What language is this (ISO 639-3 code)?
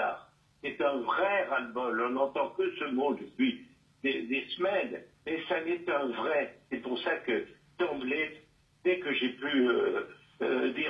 fra